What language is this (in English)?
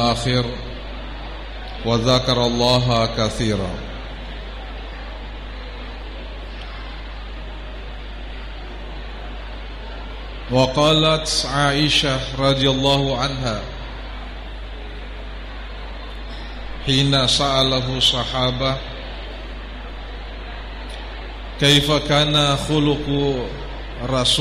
Indonesian